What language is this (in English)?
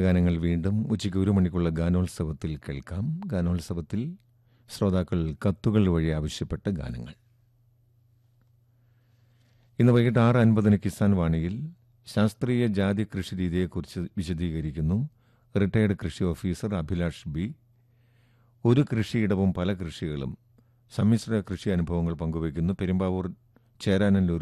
Malayalam